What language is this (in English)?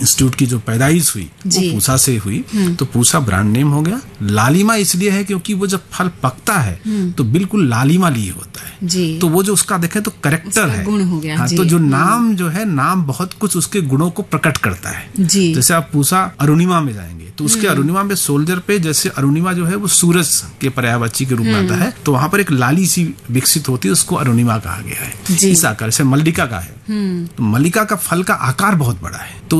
Hindi